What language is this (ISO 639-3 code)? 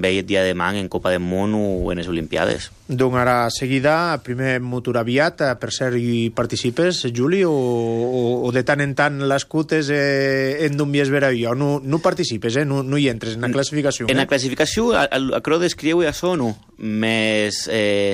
cat